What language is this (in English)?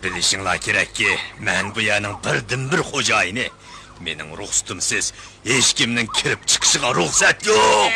Uyghur